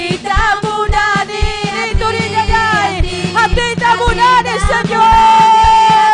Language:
Ayacucho Quechua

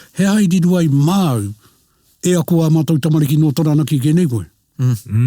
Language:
Māori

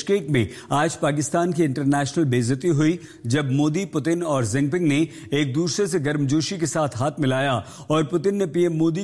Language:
Hindi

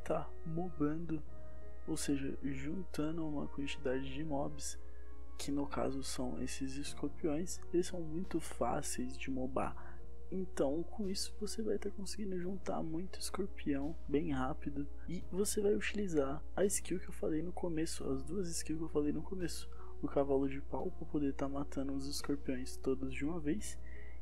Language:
Portuguese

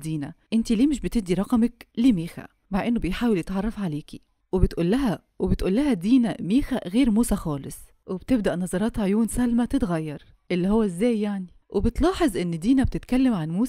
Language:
Egyptian Arabic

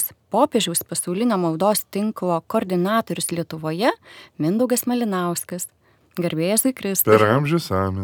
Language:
Lithuanian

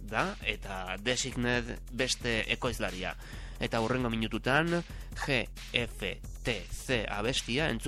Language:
Basque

